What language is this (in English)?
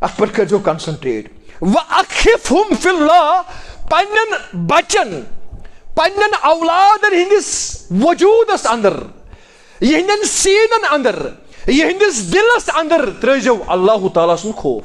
Kashmiri